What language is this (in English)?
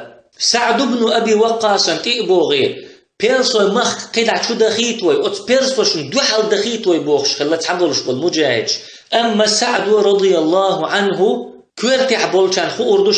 Chechen